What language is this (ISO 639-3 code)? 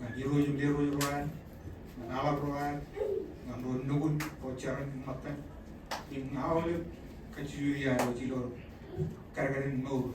mah